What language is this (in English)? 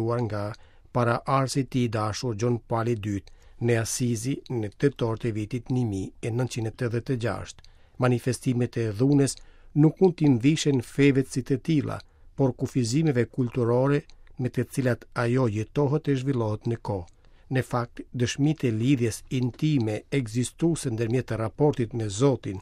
Albanian